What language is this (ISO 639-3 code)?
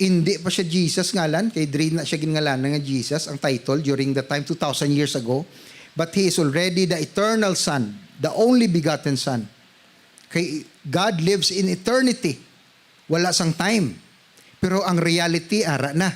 hil